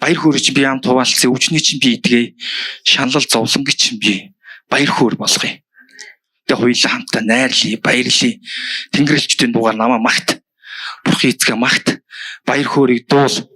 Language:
Mongolian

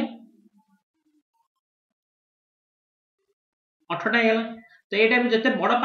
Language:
Odia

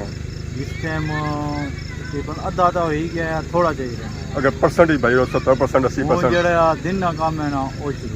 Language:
Pahari-Potwari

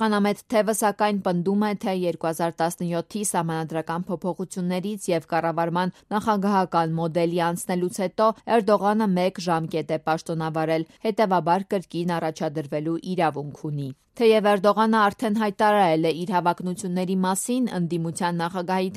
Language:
Armenian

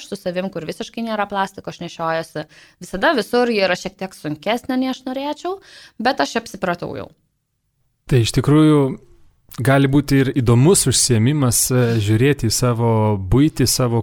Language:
Lithuanian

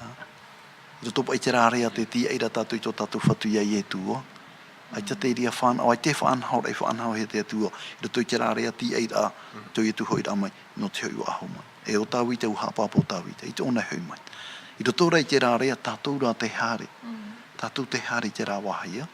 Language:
Tahitian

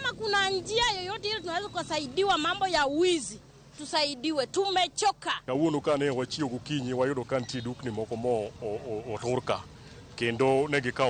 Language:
Luo (Kenya and Tanzania)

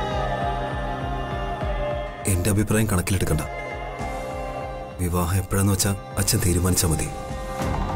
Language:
Malayalam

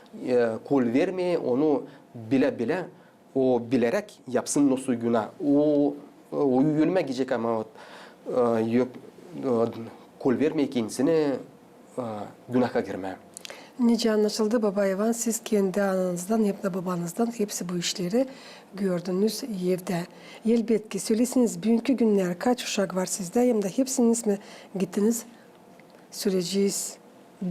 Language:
Gagauz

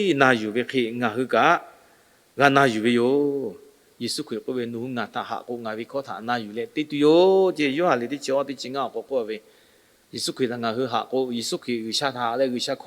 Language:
Lahu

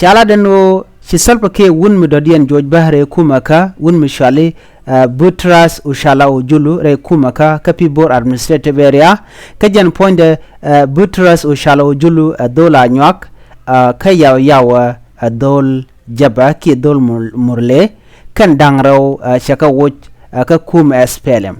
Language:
Nuer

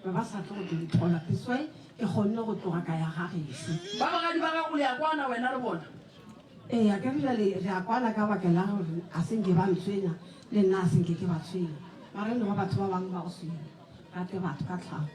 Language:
Northern Sotho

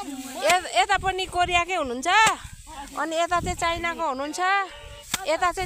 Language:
Nepali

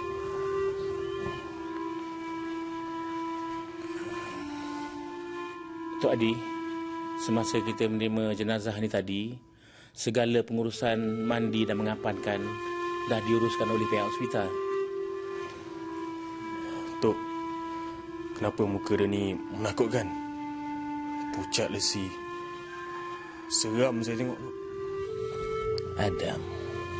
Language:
Malay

